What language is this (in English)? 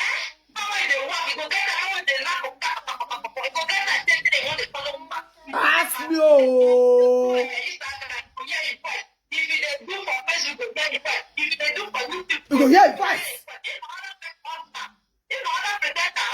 Nigerian Pidgin